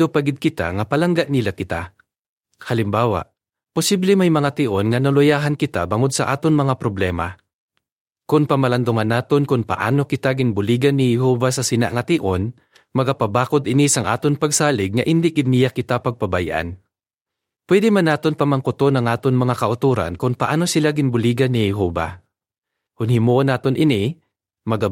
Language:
Hiligaynon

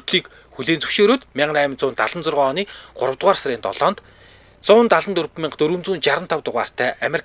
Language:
Mongolian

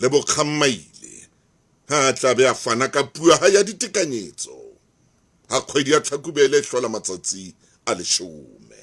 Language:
Southern Sotho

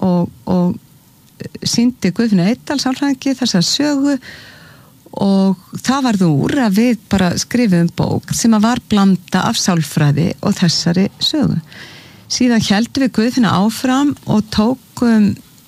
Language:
Icelandic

